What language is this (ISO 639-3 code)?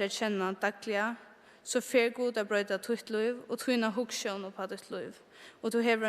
fao